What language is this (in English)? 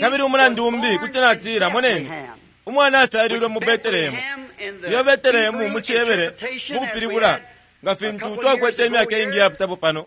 Bemba